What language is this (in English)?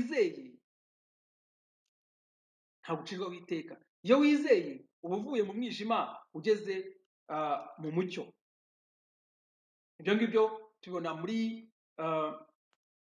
Kinyarwanda